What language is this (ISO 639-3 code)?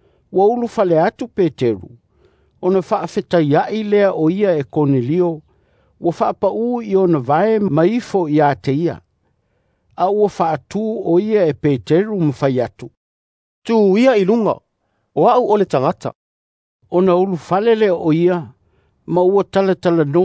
smo